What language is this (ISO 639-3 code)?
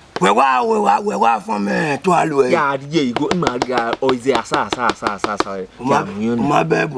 bin